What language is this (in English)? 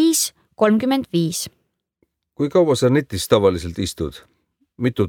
Estonian